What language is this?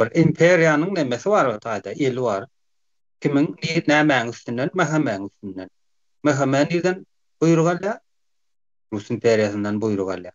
Turkmen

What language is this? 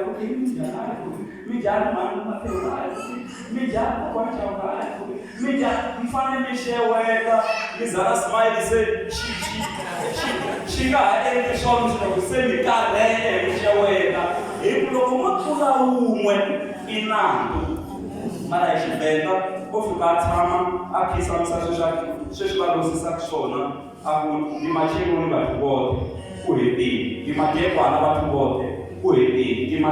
Tsonga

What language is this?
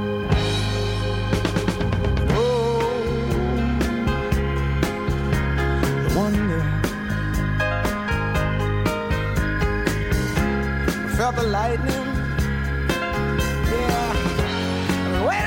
Danish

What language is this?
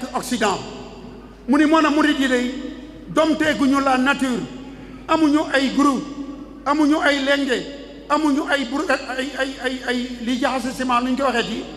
Wolof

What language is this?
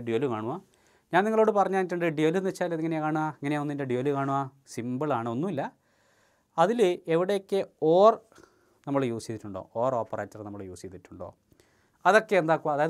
Malayalam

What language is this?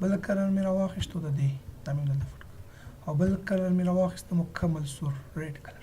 Pashto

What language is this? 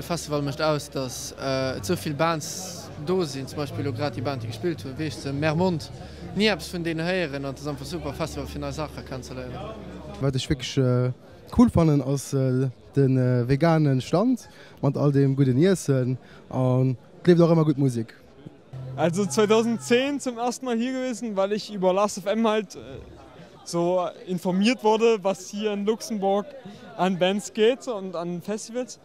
Luxembourgish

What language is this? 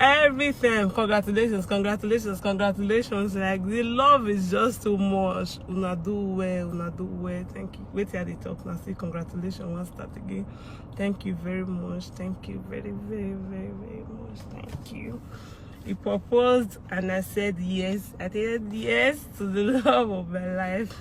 Nigerian Pidgin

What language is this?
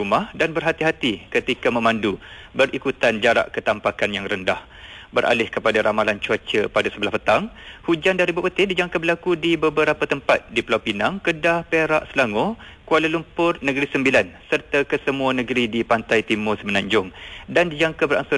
Malay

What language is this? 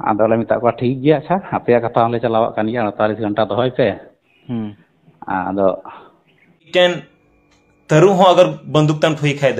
Santali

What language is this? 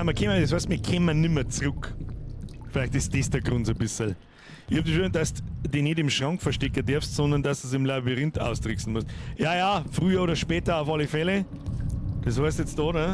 Bavarian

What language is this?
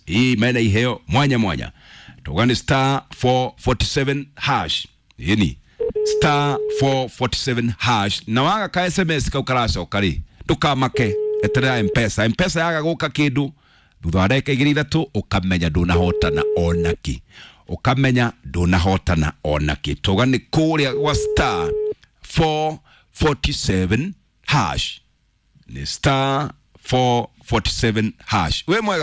Kikuyu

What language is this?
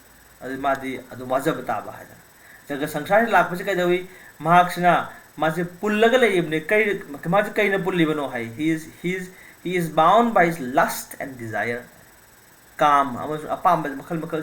Manipuri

